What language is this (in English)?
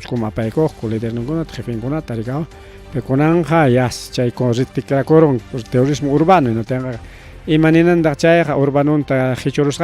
Ayacucho Quechua